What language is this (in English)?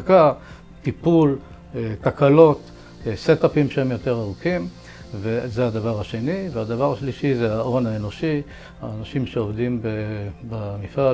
Hebrew